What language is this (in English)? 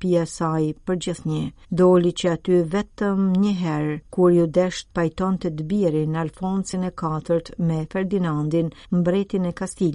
Albanian